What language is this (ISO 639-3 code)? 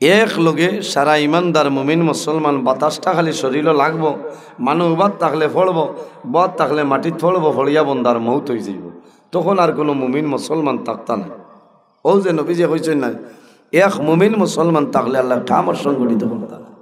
syl